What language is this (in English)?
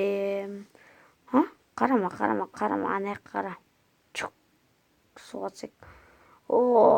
Kazakh